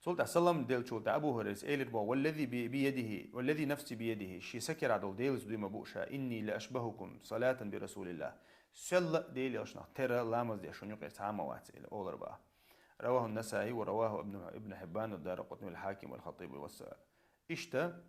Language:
Chechen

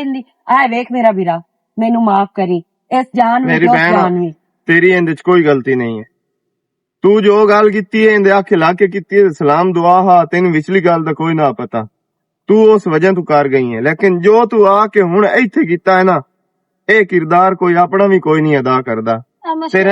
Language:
Western Panjabi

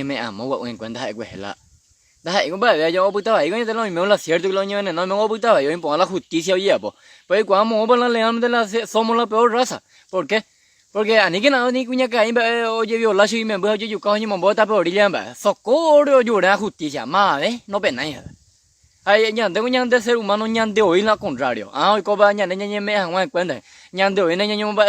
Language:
Guarani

